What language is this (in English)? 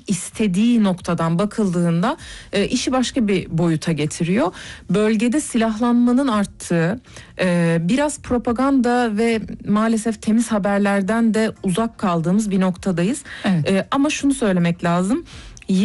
Turkish